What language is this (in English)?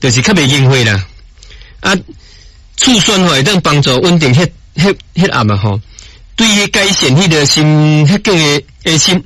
Min Nan Chinese